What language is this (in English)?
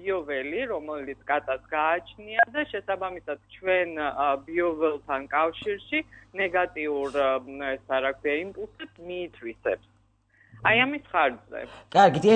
Georgian